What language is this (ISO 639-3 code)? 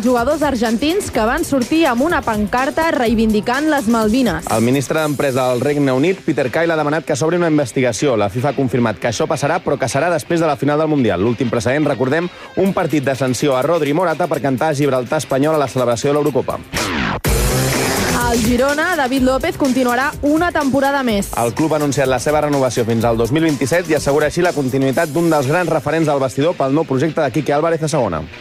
cat